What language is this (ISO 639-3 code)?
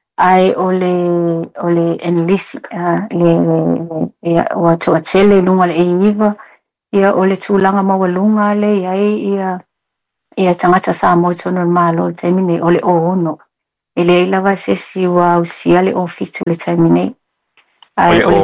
smo